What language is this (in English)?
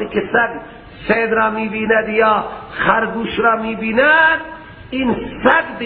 Persian